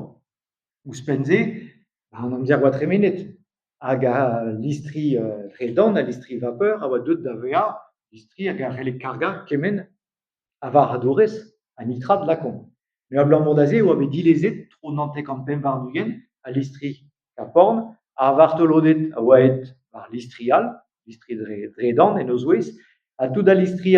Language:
Breton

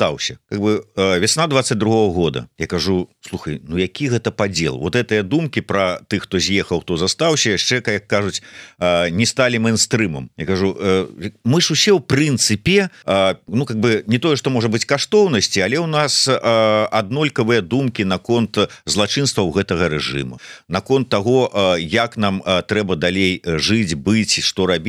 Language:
Belarusian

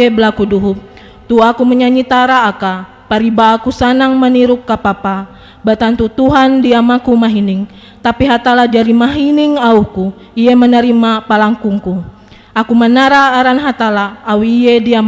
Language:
Ngaju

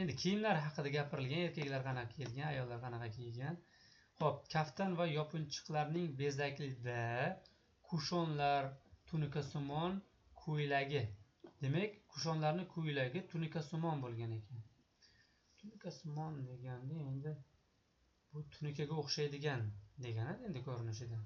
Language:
Uzbek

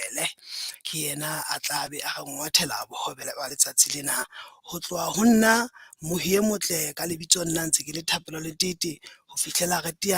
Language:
Southern Sotho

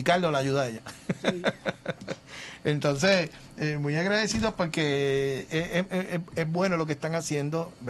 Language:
Spanish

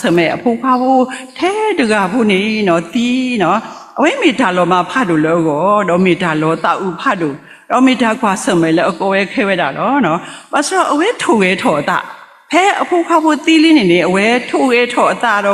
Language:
S'gaw Karen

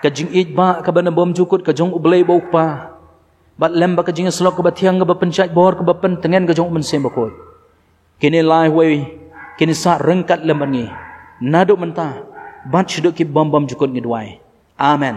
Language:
Khasi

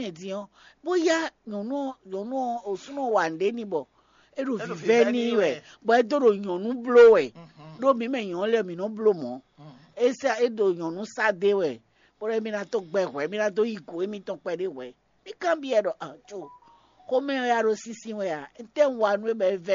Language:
Fon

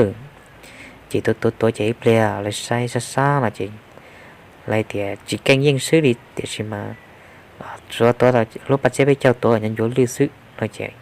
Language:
Hmong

